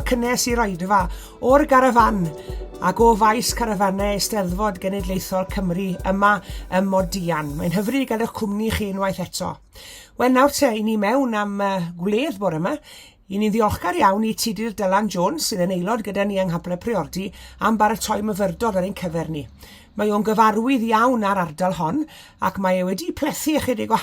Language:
Welsh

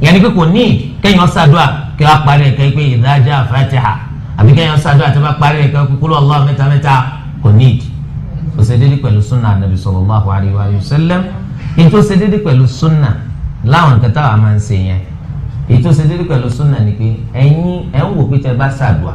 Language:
Yoruba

